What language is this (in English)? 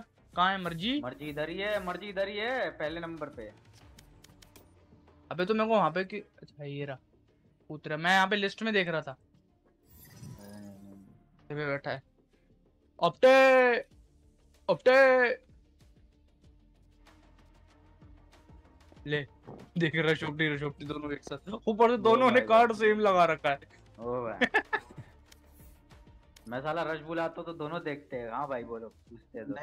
Hindi